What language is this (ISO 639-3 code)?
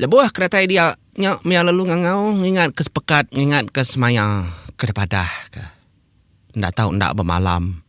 iba